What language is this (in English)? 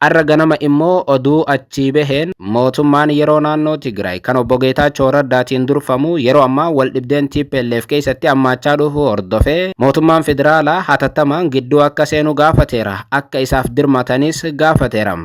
Oromo